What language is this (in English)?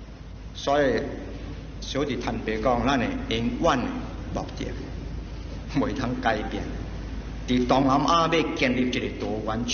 Min Nan Chinese